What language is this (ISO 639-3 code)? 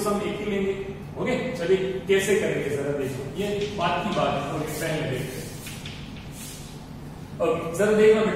hin